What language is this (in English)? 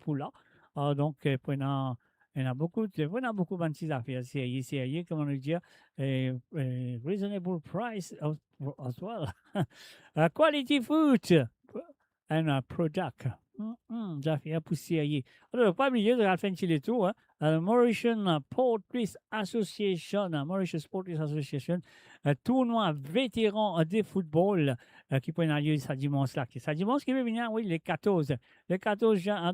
Morisyen